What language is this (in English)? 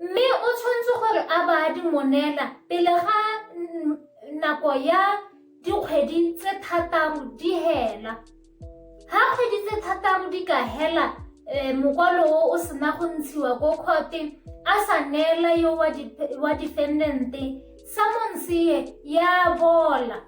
Tswana